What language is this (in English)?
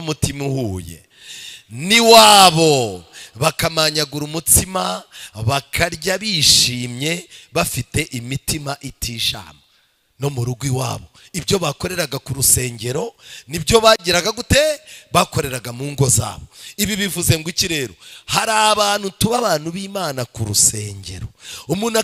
Kinyarwanda